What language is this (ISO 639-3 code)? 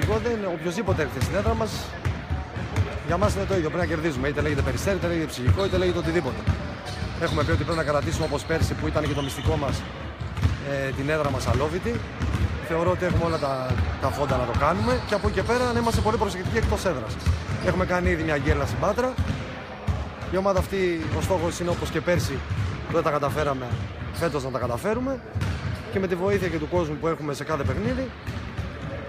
ell